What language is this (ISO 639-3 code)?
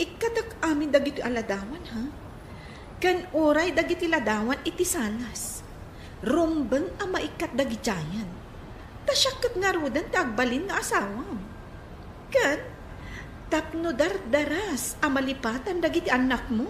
ilo